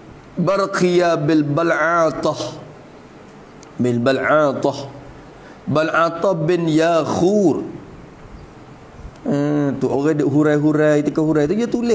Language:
Malay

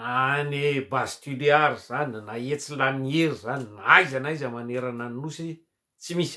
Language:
Malagasy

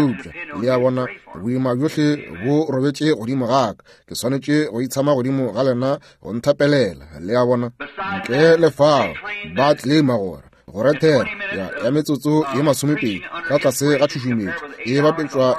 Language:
Northern Sotho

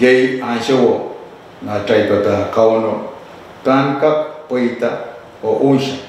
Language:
Pohnpeian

